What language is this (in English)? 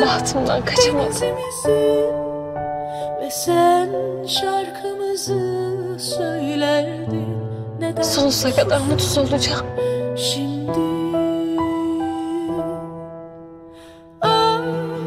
Turkish